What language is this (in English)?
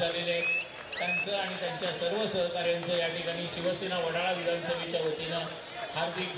Marathi